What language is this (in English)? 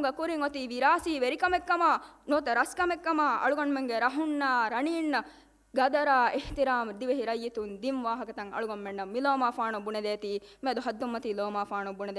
Divehi